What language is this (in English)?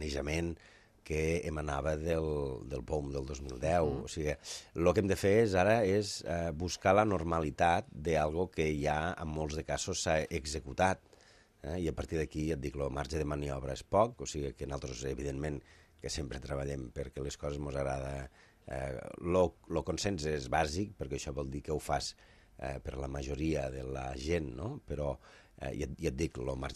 Catalan